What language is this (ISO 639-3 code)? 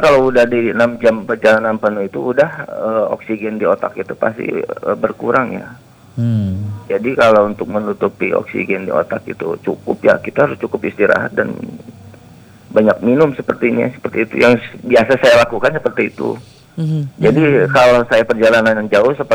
ind